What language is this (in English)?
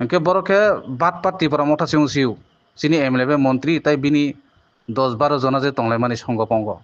Kok Borok